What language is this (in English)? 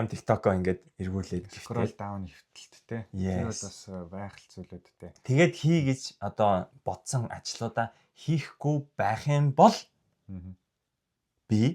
Mongolian